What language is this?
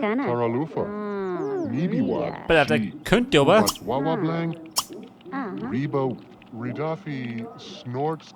Bavarian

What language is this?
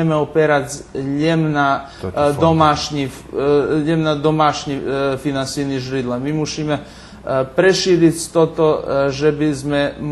Rusyn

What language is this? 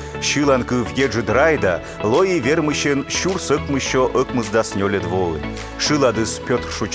Komi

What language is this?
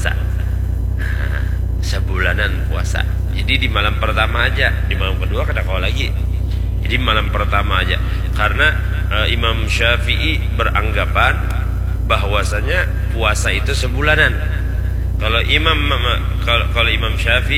Banjar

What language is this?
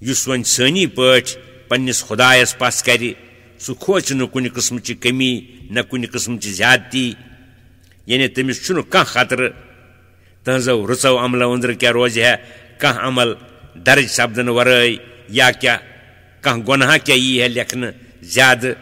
Kashmiri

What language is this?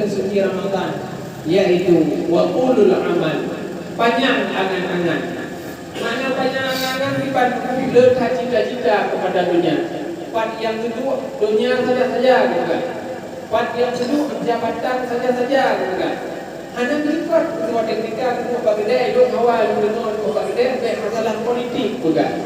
Achinese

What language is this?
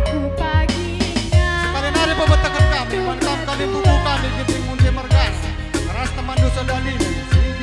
Batak Karo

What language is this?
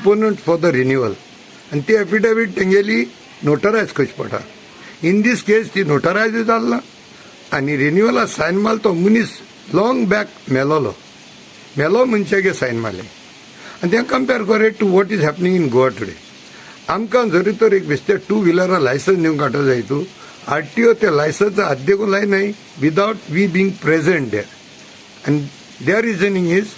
Konkani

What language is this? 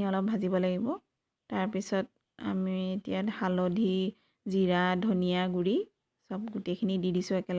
Assamese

